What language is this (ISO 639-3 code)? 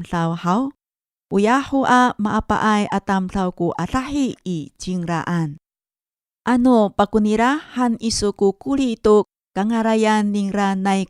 ami